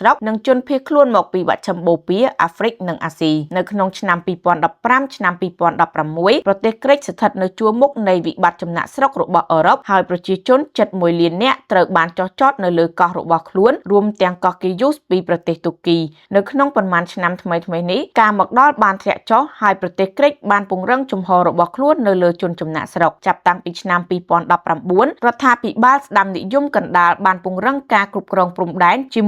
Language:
Khmer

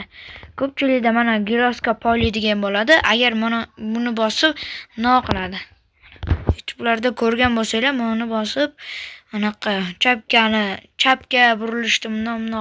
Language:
Uzbek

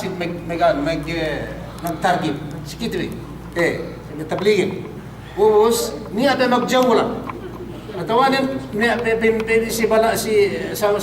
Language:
Yakan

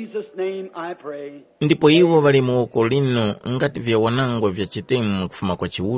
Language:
Tumbuka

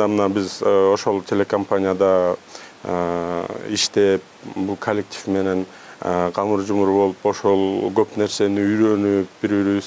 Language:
Kyrgyz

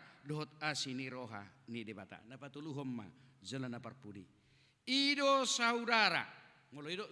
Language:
Batak Toba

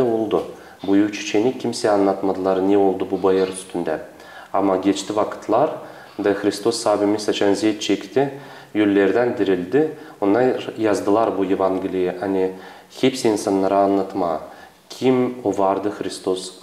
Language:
Gagauz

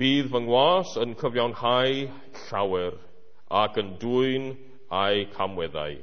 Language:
Welsh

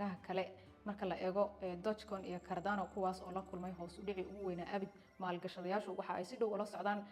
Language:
Somali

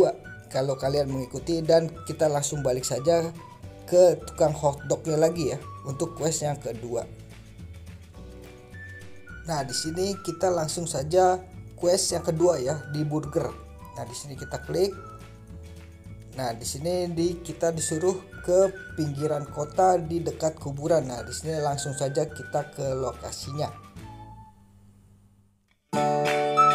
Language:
Indonesian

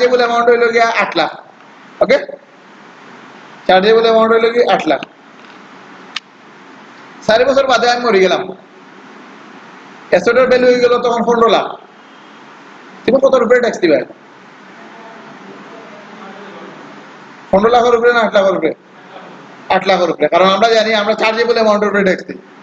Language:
Sylheti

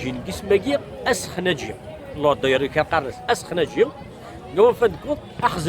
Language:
Kabyle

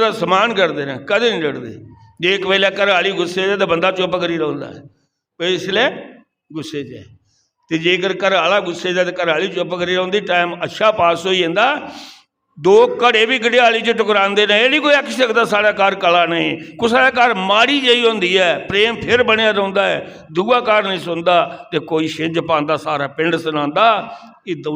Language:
Dogri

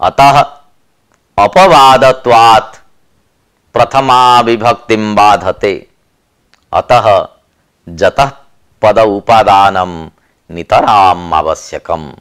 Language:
Sanskrit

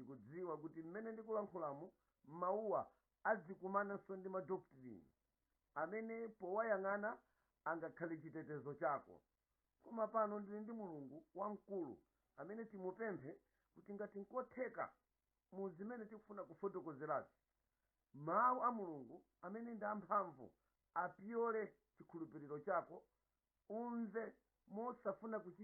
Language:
Nyanja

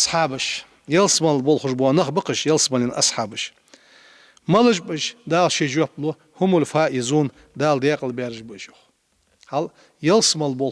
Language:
Ingush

